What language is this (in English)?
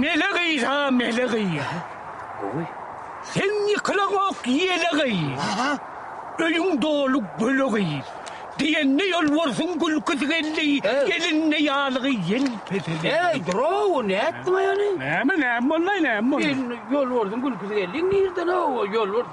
Turkmen